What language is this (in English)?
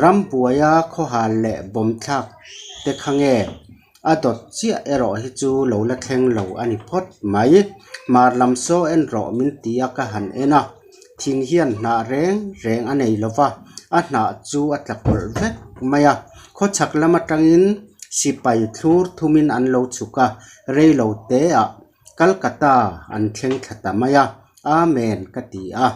Mizo